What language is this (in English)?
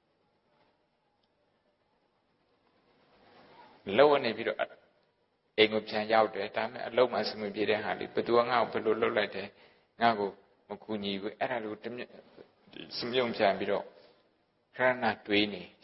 Burmese